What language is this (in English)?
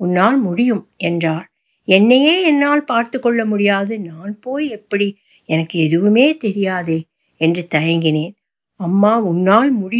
Tamil